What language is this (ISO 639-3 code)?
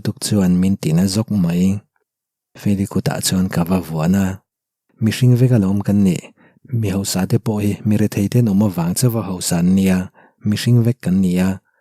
lus